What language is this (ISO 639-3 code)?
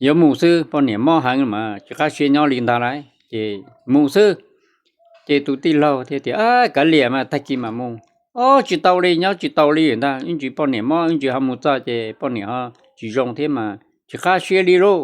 hmn